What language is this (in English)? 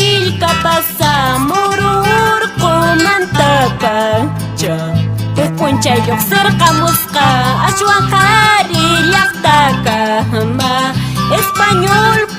Quechua